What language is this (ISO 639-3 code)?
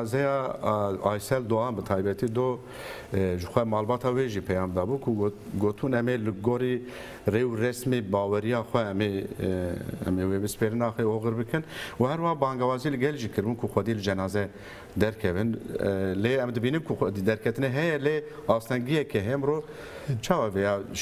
kur